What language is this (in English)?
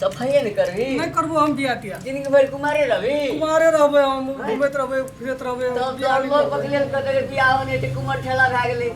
Maithili